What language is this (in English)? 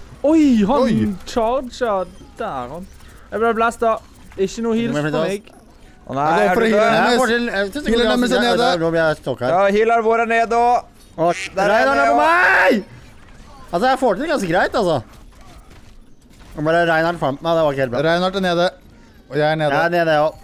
Norwegian